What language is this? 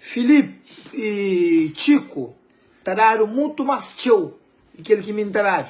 Kabuverdianu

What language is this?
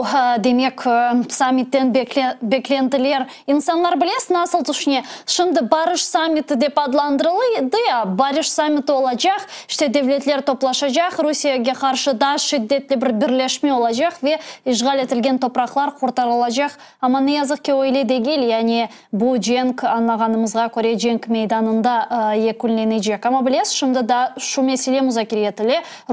Crimean Tatar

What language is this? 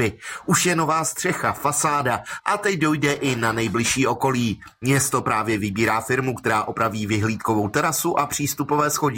Czech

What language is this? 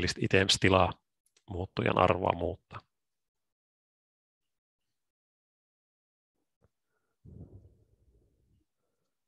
Finnish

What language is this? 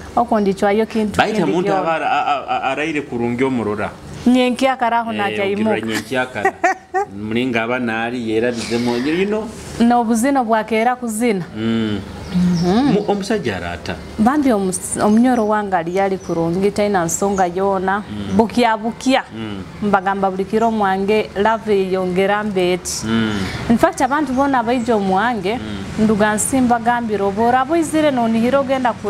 Nyoro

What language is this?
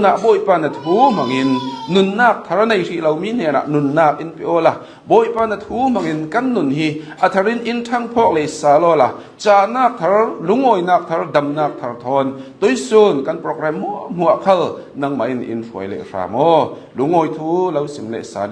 Hakha Chin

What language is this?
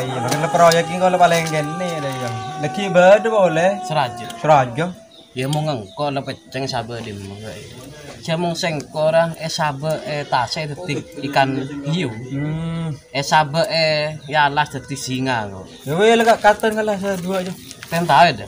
Madurese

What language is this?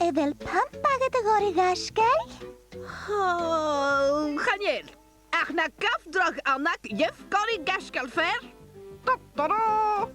Scottish Gaelic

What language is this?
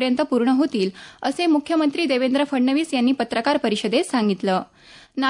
Marathi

